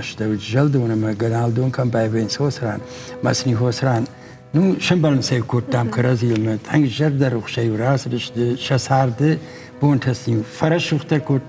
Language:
Ossetic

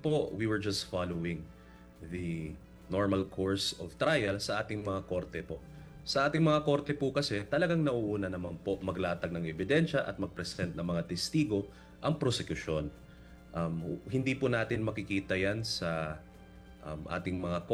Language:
Filipino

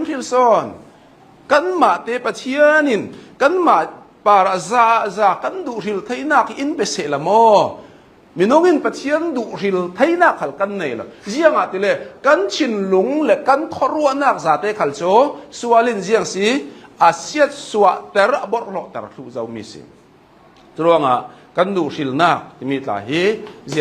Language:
Hakha Chin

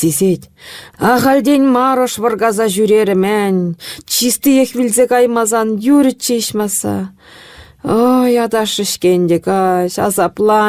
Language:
Chuvash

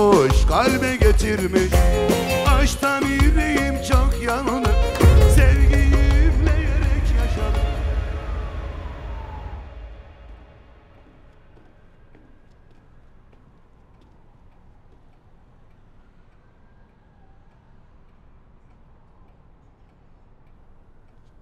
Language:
Turkish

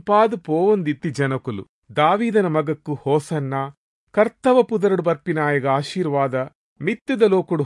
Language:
Tulu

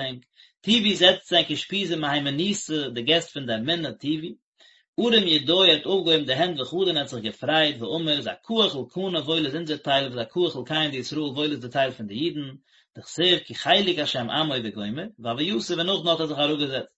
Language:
Yiddish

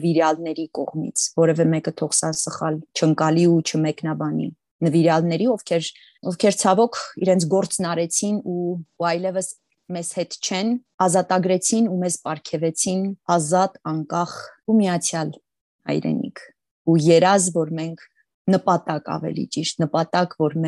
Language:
Armenian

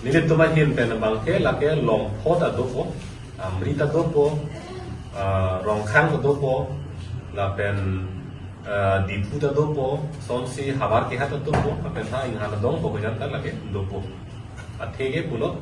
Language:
Karbi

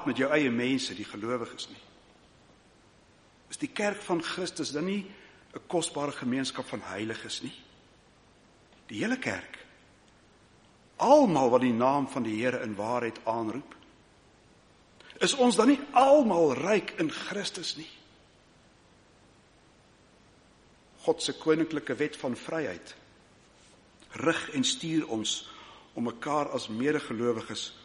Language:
Afrikaans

